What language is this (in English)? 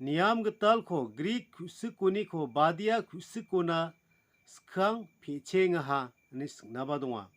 Garo